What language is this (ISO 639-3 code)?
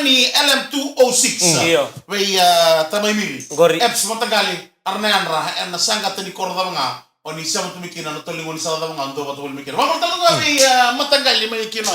fij